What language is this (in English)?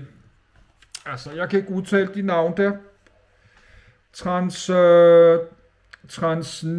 Danish